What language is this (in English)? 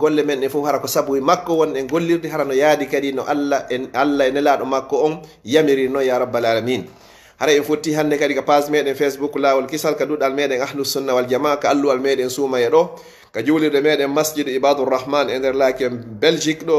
Fula